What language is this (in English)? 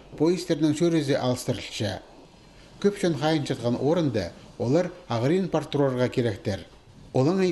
Khakas